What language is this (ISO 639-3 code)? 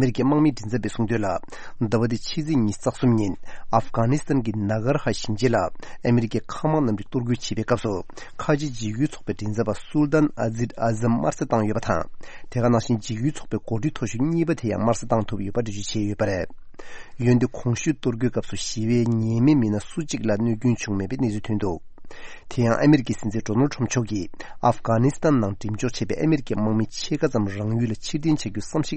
bod